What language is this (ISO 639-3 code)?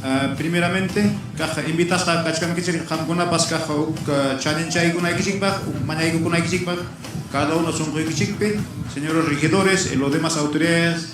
quy